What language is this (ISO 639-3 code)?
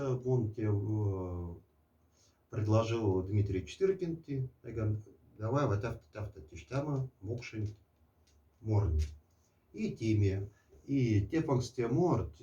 mdf